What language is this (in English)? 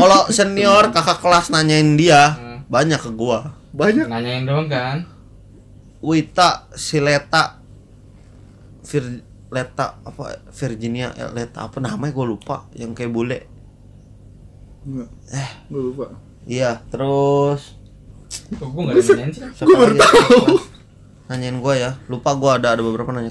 Indonesian